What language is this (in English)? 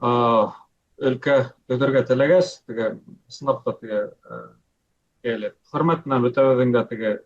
Bashkir